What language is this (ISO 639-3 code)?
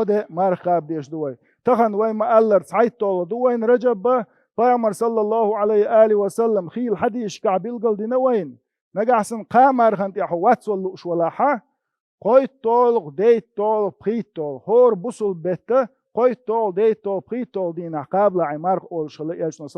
che